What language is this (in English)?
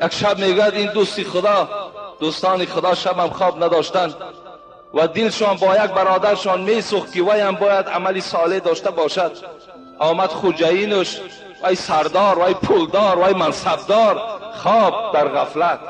Tajik